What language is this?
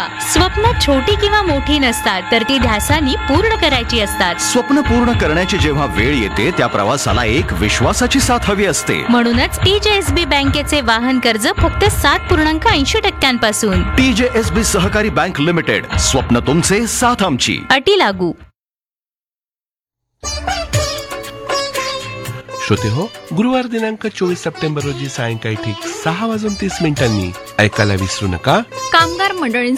Marathi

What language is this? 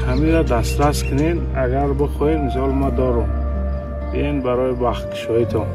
Tajik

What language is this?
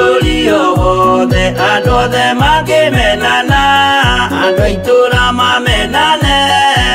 Kikuyu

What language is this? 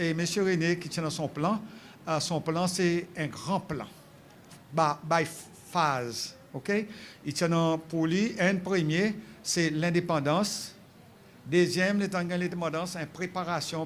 Seselwa Creole French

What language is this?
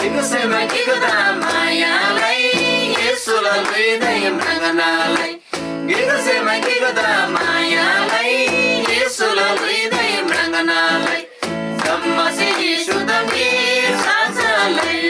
Eastern Tamang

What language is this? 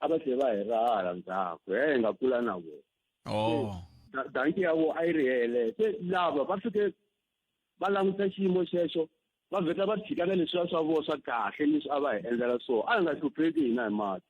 Tsonga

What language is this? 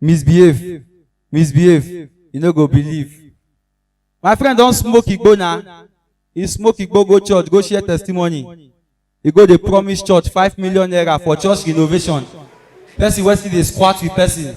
Nigerian Pidgin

